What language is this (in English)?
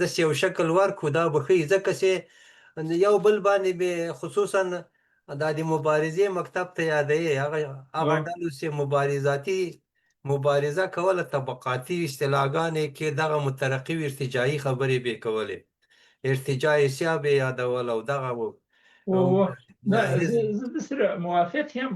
Pashto